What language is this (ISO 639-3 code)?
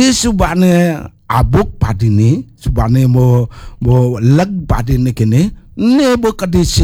ban